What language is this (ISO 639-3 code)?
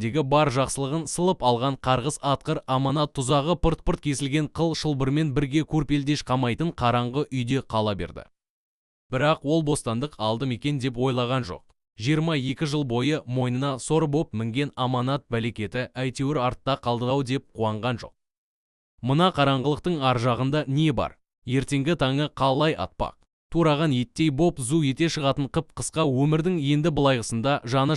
kaz